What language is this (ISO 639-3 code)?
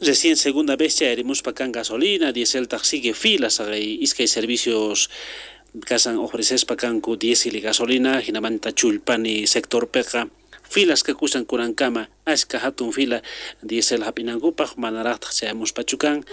quh